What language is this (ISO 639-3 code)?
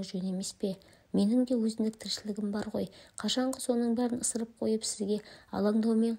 kaz